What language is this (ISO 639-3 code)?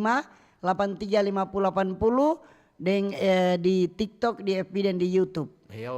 xmm